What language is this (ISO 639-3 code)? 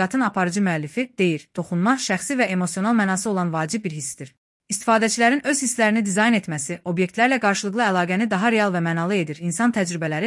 aze